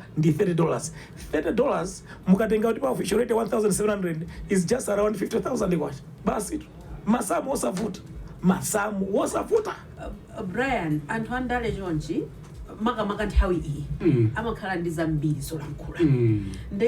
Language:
Nyanja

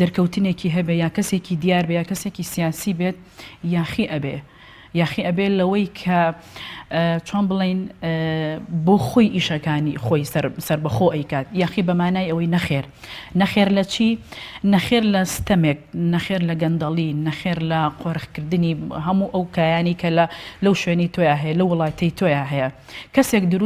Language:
Central Kurdish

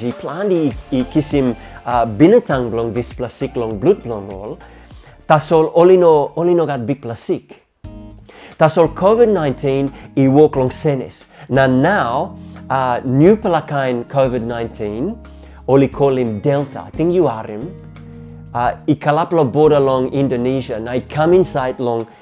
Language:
Tok Pisin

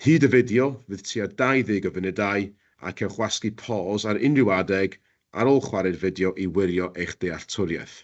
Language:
Welsh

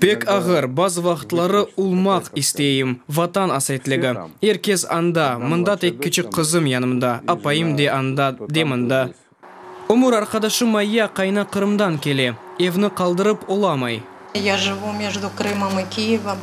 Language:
Crimean Tatar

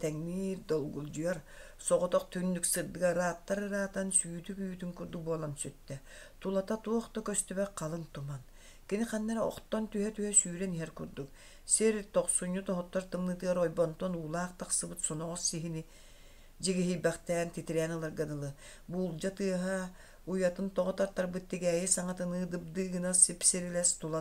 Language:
Yakut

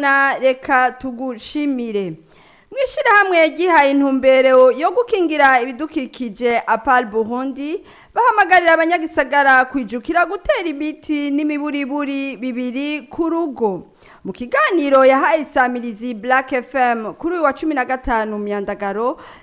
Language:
Rundi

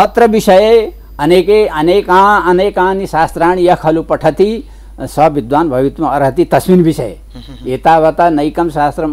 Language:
Sanskrit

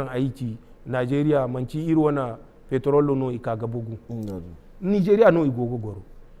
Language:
Zarma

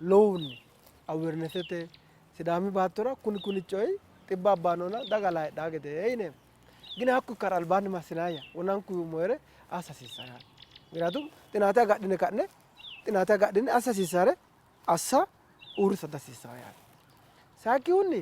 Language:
Sidamo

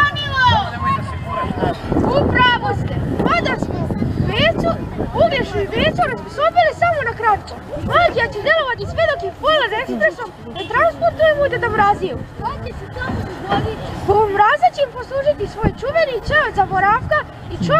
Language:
Serbian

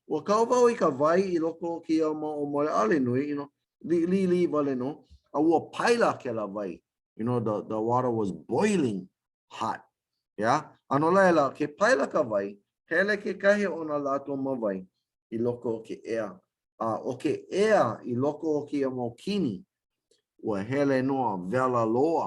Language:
Hawaiian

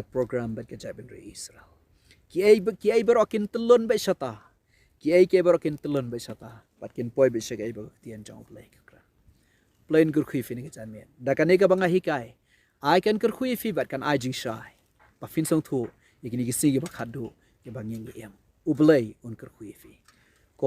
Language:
Khasi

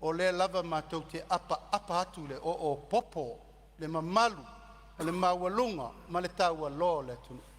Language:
Samoan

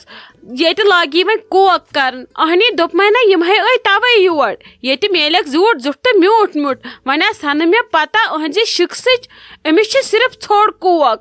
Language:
Kashmiri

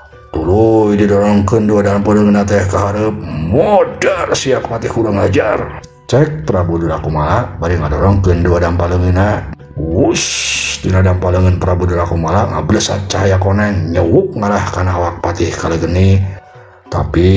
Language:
Sundanese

